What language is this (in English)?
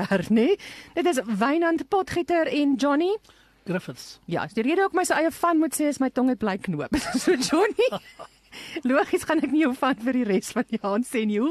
Afrikaans